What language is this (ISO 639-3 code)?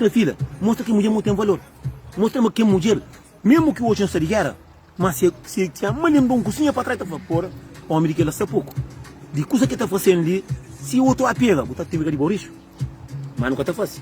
kea